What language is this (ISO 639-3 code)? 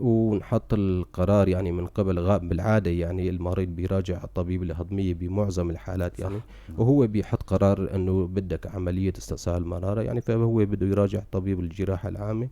apc